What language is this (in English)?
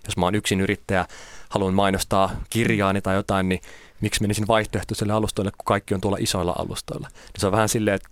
Finnish